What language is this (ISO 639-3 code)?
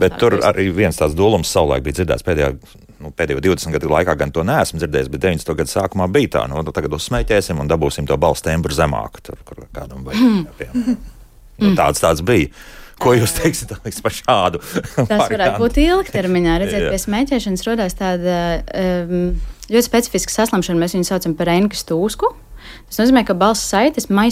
lav